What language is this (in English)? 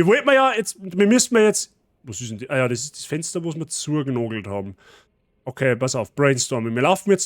Bavarian